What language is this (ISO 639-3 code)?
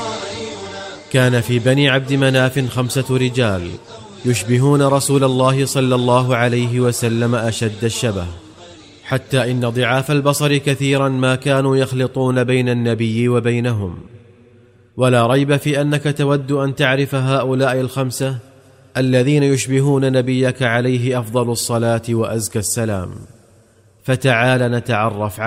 ara